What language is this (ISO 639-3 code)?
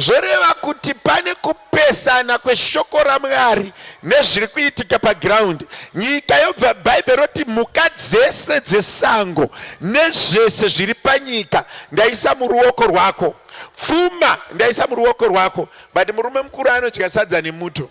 sna